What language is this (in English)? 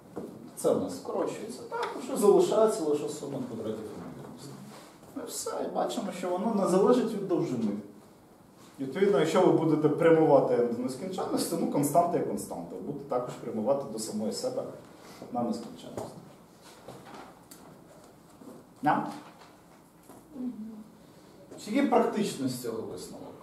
Ukrainian